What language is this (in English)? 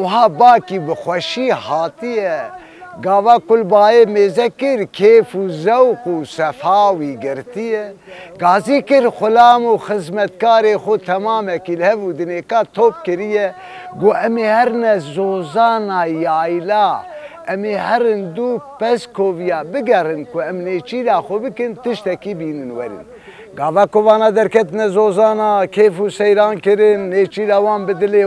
Kurdish